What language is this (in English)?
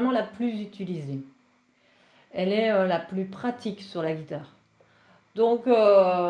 French